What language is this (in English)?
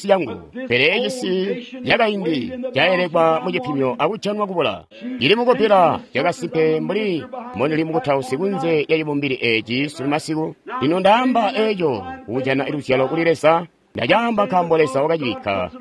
Tonga (Zambia)